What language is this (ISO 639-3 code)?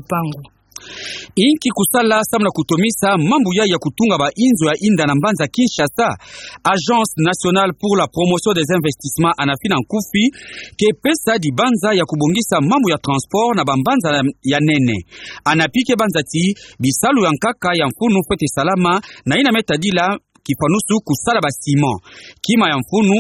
ktu